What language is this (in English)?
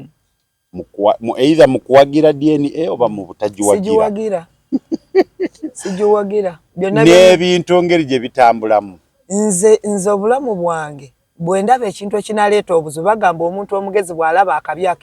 Ganda